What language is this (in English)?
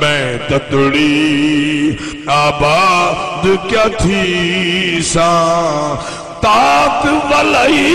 Saraiki